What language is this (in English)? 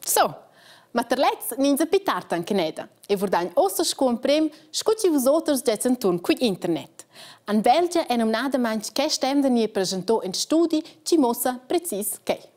Romansh